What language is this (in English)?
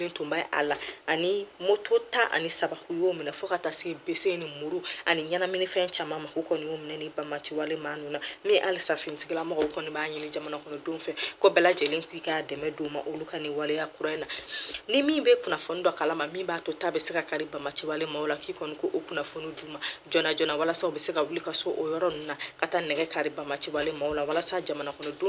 Bambara